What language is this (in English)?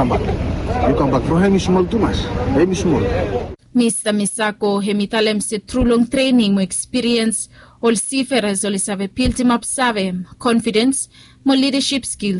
Bislama